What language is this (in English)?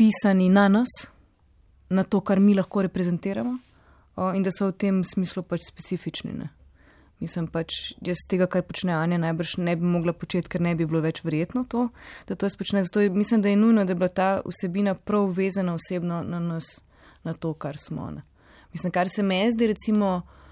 Slovenian